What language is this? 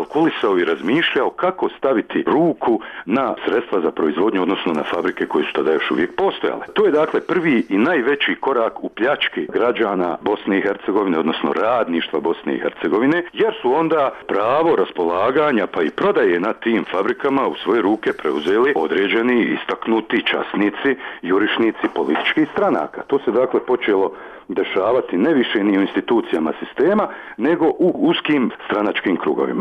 Bosnian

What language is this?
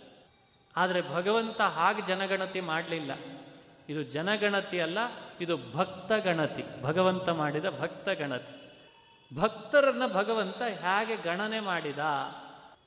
Kannada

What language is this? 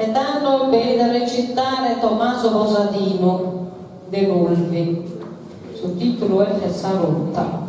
Sardinian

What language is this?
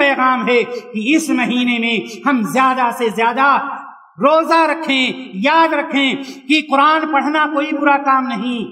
Urdu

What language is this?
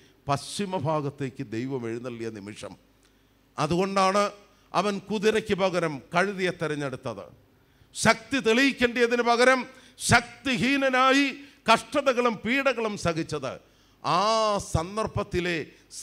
Malayalam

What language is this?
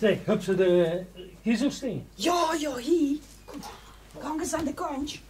Limburgish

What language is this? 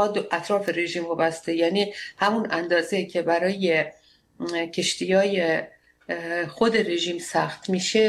Persian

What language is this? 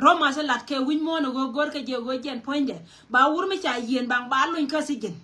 Nuer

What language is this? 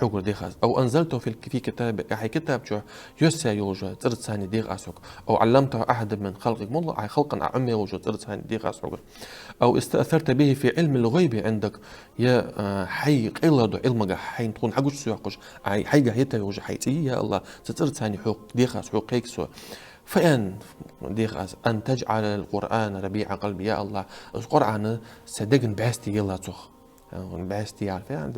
Ingush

